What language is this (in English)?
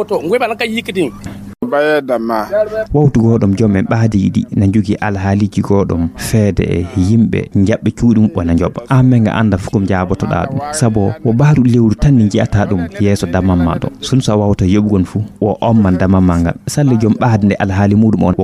Fula